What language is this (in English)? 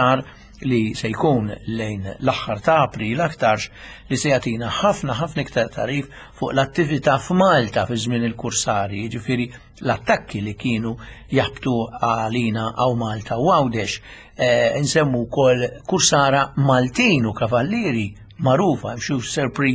Maltese